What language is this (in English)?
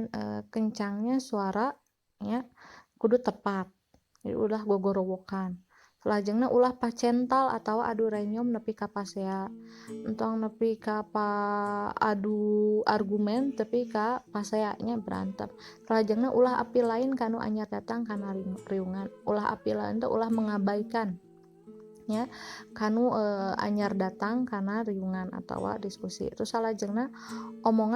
Sundanese